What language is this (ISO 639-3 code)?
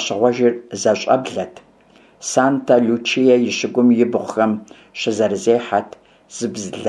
kbd